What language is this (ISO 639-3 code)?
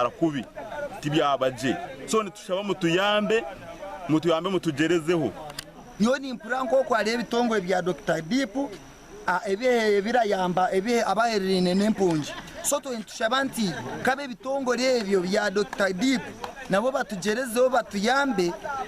nyn